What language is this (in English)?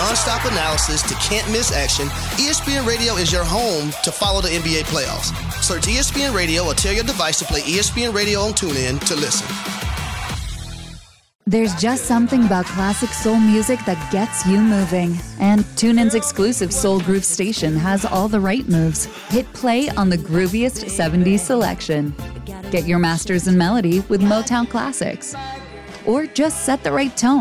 English